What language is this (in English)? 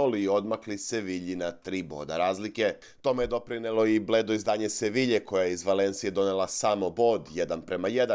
Serbian